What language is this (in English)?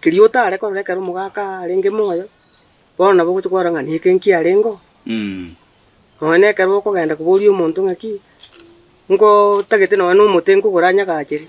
Gusii